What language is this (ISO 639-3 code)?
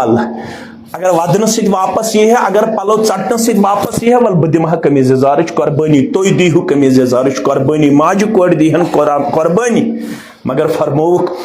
kas